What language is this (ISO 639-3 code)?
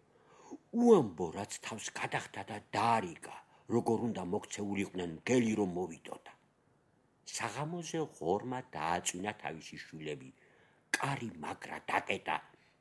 kat